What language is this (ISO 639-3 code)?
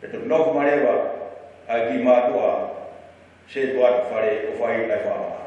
ton